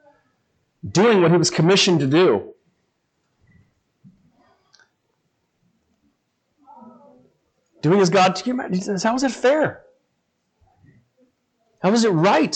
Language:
English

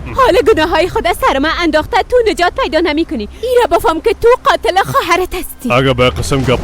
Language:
Persian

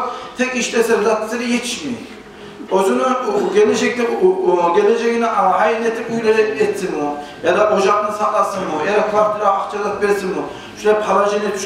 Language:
Kumyk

